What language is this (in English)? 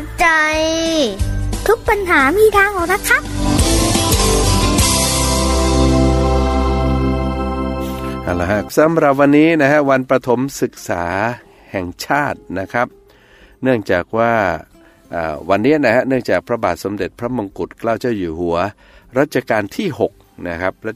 Thai